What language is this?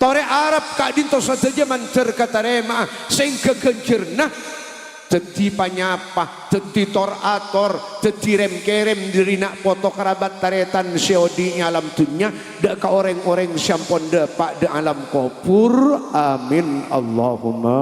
Madurese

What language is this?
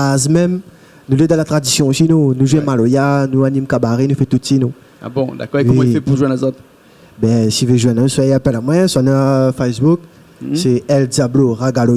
Réunion Creole French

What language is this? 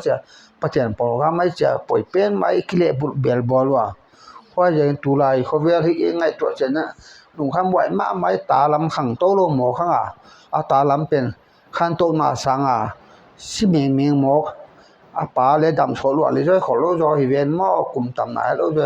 Paite Chin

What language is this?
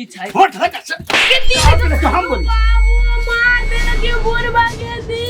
Maithili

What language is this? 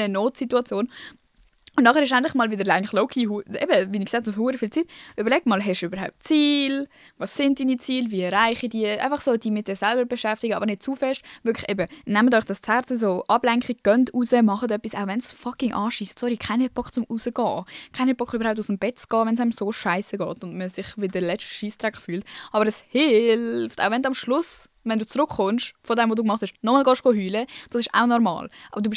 Swiss German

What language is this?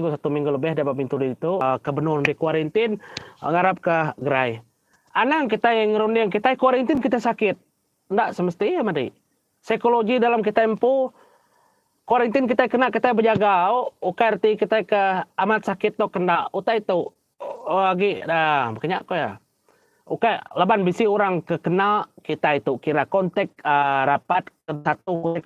Iban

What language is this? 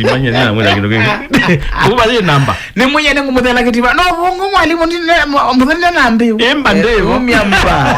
Kamba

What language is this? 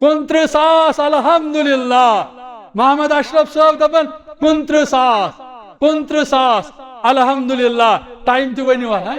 Kashmiri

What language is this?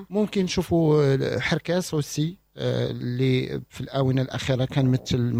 Moroccan Arabic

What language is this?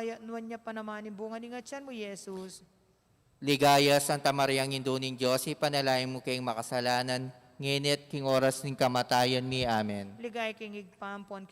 Pampanga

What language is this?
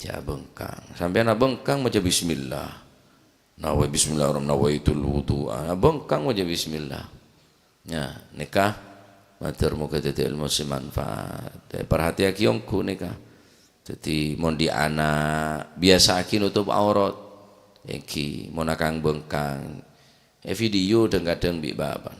Madurese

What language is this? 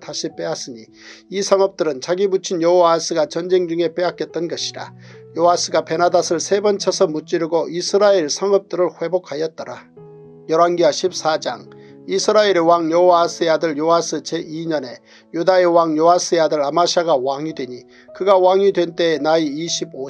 Korean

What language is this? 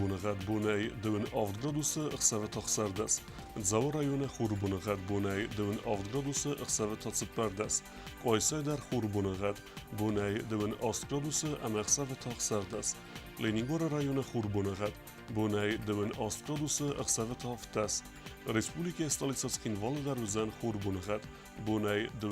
Ossetic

